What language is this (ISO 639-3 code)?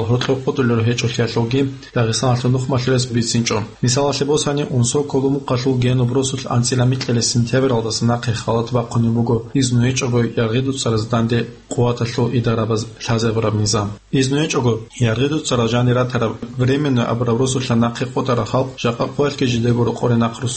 ava